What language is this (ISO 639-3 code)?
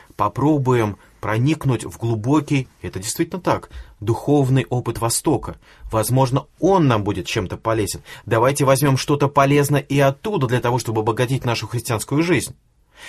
rus